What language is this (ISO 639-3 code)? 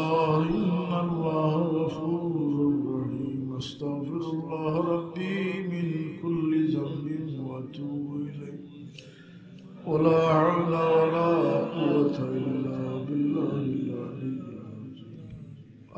syl